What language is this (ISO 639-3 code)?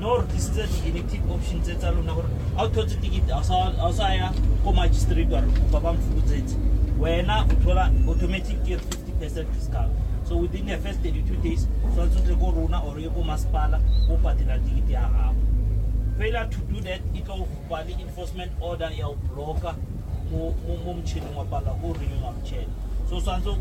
nso